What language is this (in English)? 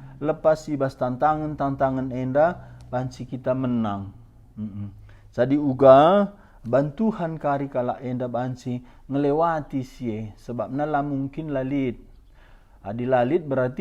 Batak Karo